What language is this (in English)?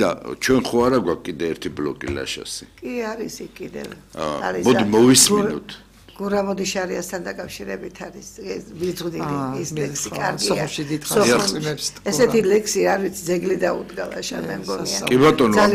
Georgian